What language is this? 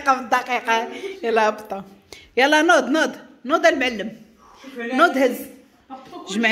Moroccan Arabic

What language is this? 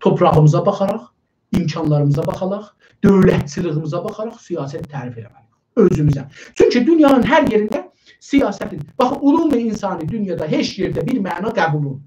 South Azerbaijani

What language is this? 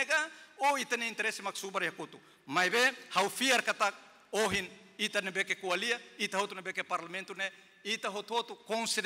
Tetum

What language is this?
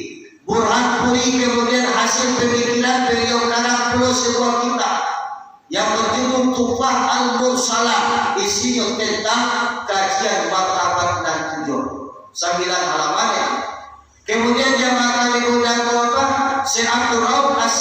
Minangkabau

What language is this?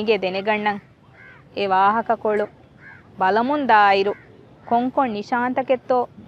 Divehi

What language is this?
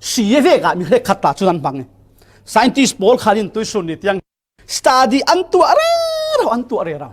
Falam Chin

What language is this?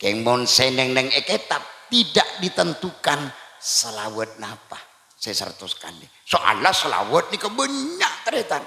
Madurese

